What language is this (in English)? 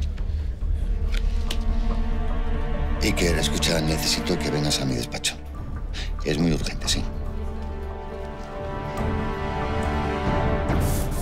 Spanish